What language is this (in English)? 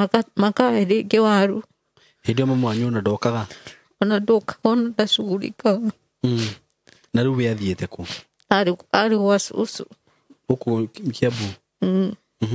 Kikuyu